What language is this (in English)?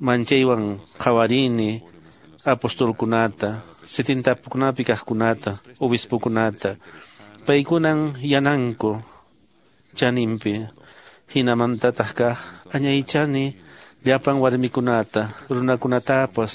Quechua